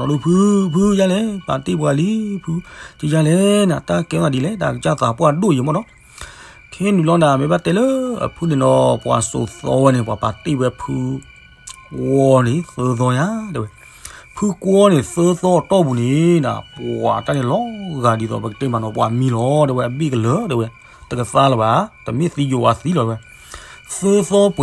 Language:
S'gaw Karen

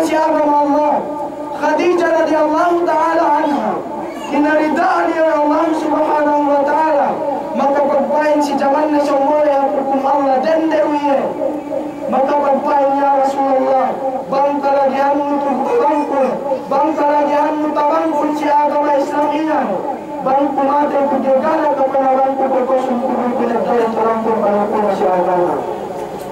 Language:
Yakan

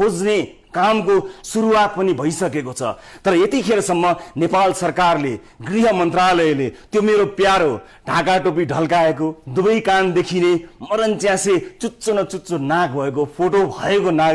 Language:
Nepali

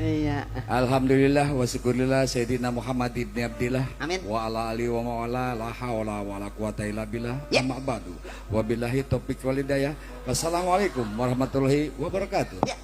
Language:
Betawi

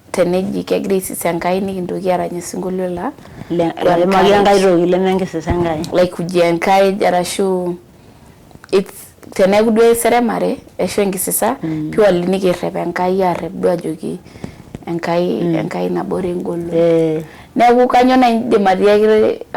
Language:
Masai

